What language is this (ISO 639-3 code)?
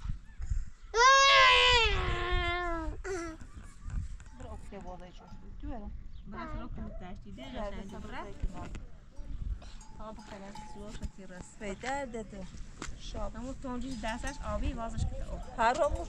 fas